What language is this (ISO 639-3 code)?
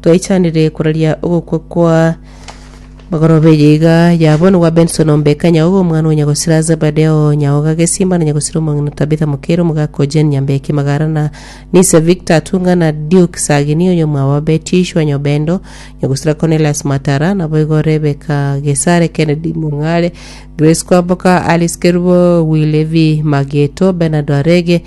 guz